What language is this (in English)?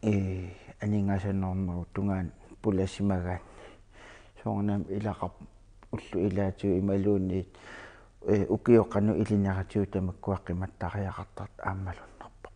Kalaallisut